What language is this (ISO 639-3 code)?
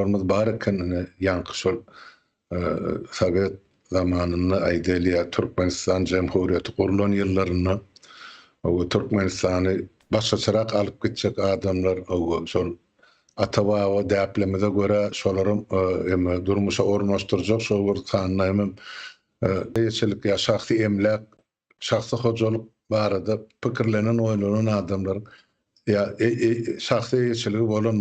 tuk